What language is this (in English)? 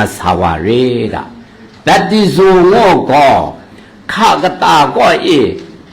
Kachin